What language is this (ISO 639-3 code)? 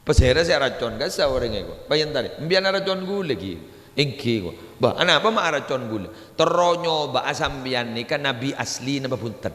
mad